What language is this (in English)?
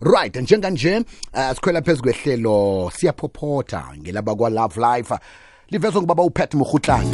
South Ndebele